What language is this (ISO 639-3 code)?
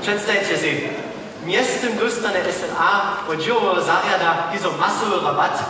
hsb